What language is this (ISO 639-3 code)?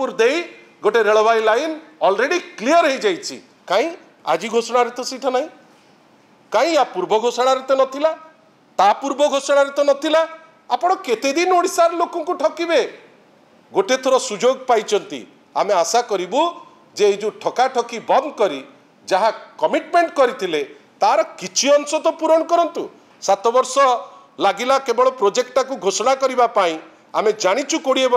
ori